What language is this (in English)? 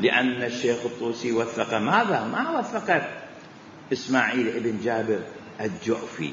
Mesopotamian Arabic